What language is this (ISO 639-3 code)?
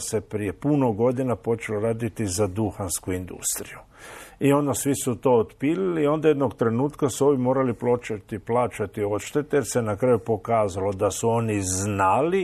hrv